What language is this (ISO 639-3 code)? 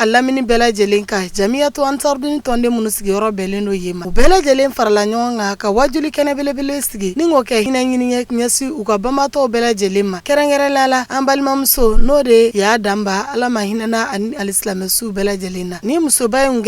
bam